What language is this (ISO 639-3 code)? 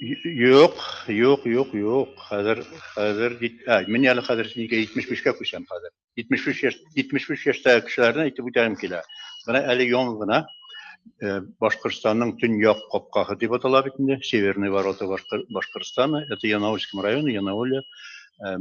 bak